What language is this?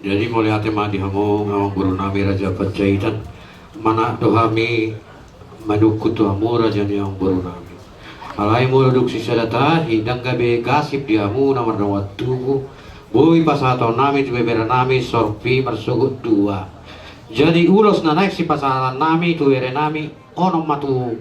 Batak Toba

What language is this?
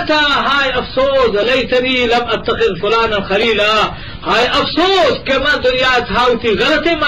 Eastern Balochi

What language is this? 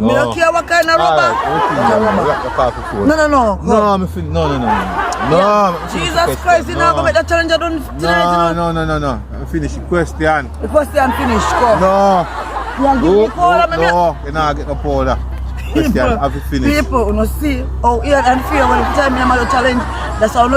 Jamaican Creole English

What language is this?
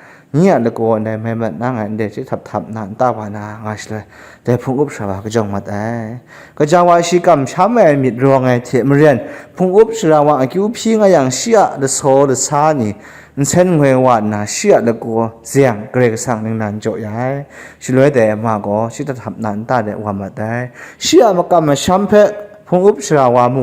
Kachin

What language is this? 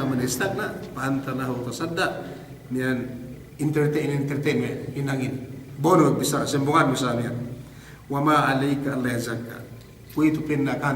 Yakan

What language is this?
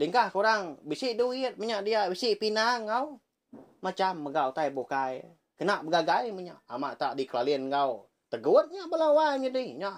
Iban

